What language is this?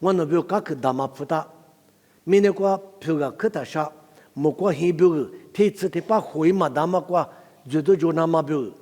Lisu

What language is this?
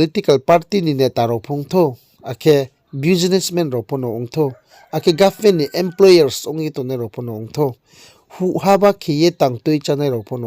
Riang (India)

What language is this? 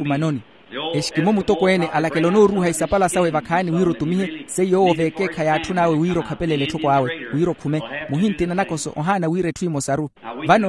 Makhuwa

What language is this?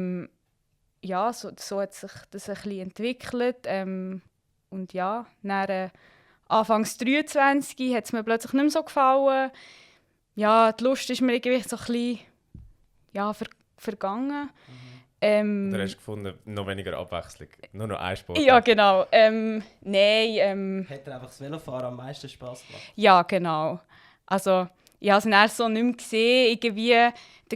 Swiss German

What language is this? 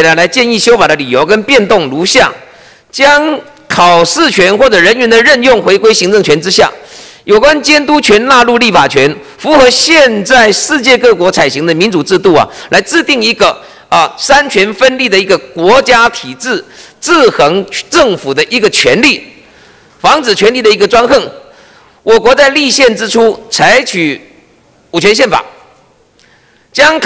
Chinese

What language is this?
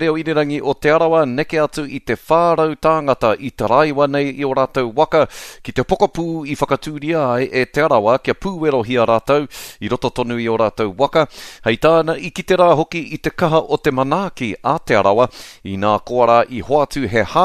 Māori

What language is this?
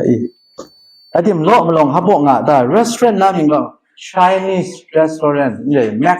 Kachin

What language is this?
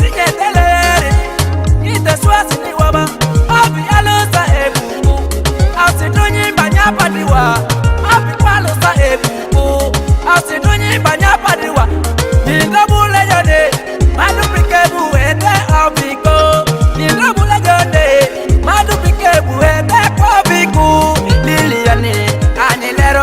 Ma'di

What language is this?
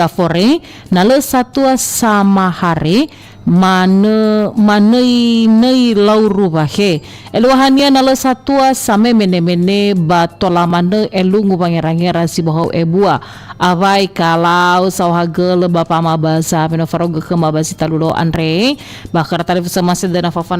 Nias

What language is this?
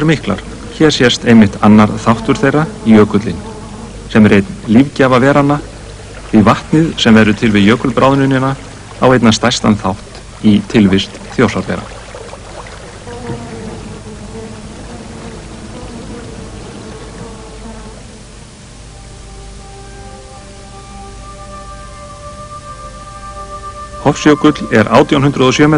Icelandic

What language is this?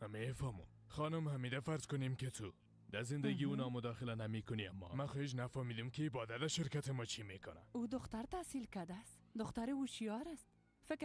Persian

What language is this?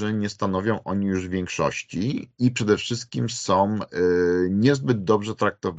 Polish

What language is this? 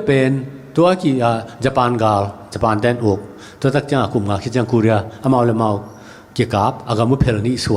Tedim Chin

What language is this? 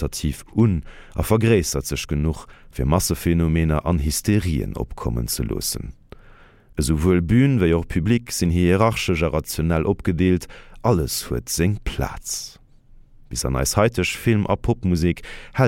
Luxembourgish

